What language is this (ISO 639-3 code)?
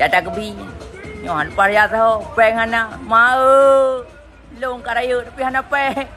ace